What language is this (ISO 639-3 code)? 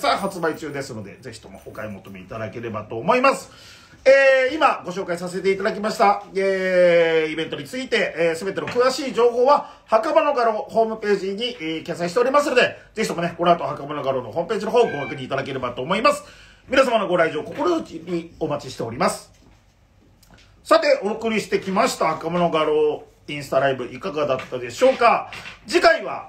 jpn